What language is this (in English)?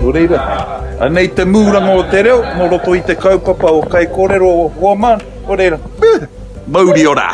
Māori